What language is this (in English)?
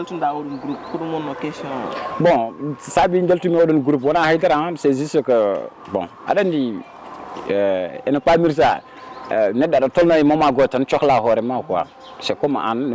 Fula